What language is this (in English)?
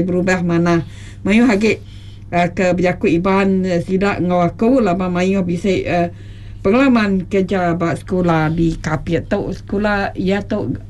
Iban